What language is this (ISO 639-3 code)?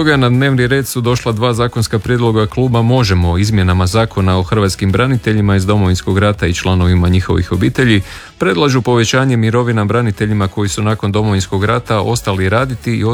hrv